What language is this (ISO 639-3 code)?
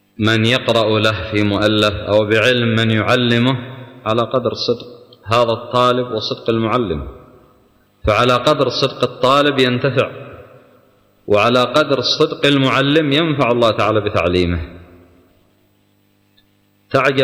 ara